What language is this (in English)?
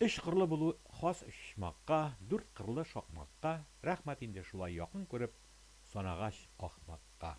Tatar